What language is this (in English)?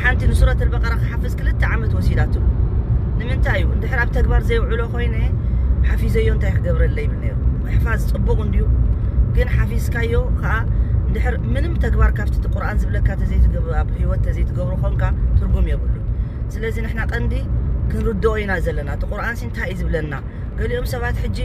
Tigrinya